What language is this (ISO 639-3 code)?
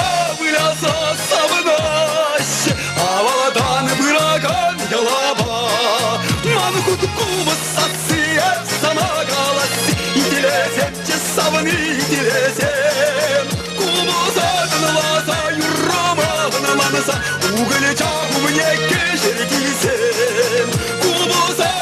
chv